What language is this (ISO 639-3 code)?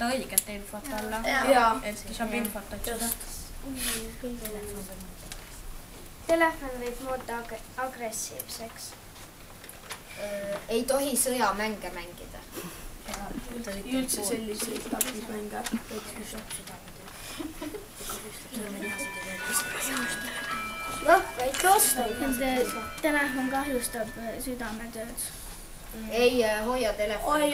est